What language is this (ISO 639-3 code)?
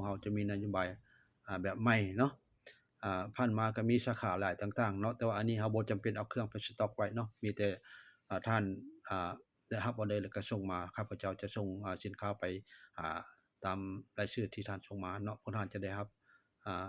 lao